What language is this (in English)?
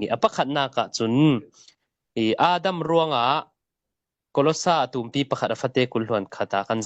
Falam Chin